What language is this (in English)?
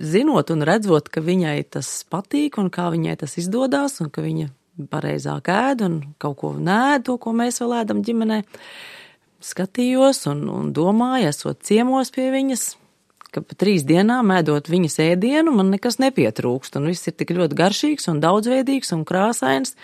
Latvian